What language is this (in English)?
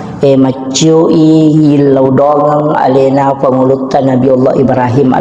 Buginese